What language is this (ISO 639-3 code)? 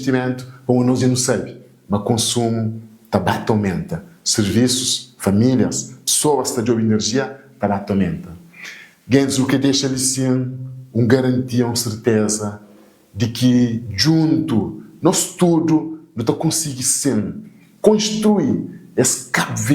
kea